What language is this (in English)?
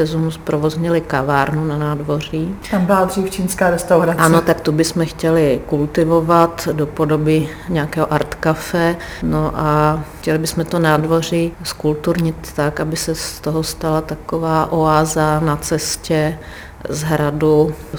Czech